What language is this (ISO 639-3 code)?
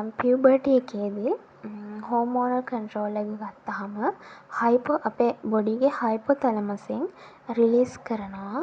sin